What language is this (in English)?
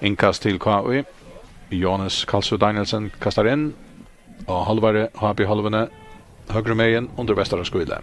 Faroese